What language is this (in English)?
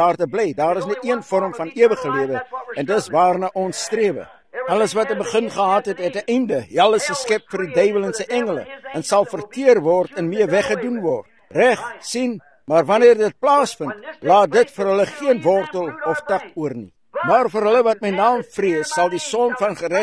Afrikaans